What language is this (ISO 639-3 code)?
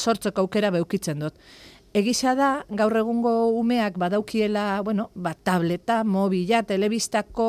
eus